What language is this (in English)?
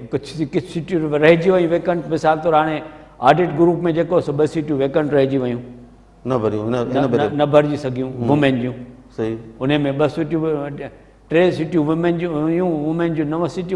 Sindhi